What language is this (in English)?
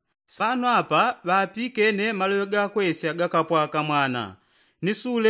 Yao